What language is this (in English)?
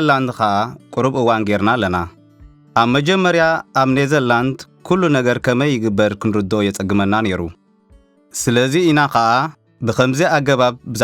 Tigrinya